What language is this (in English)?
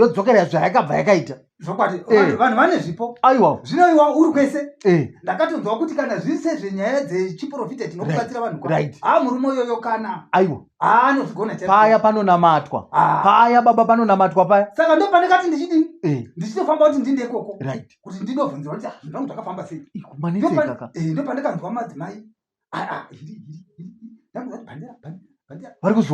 Shona